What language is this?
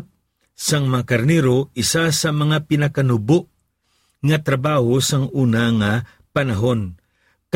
Hiligaynon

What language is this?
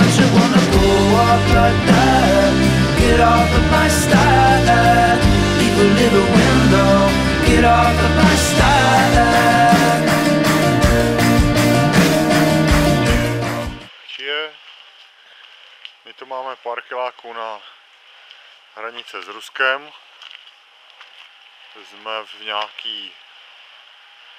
Czech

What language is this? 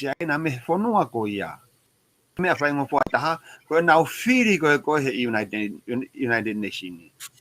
Tongan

